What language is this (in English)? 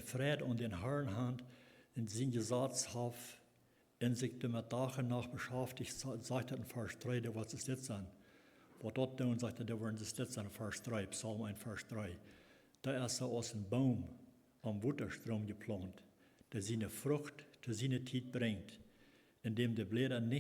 Plautdietsch